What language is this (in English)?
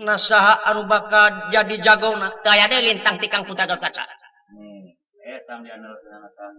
Sundanese